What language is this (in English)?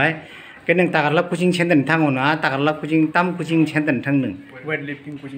Kok Borok